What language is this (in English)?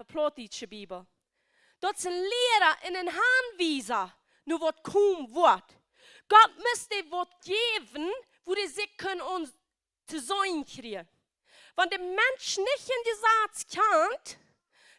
Plautdietsch